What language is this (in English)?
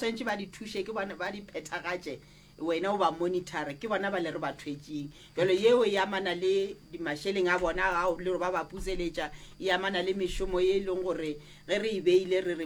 Northern Sotho